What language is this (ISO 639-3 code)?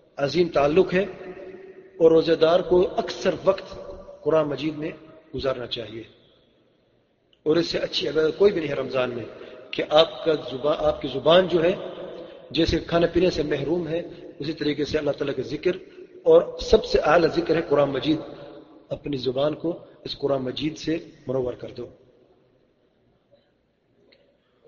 urd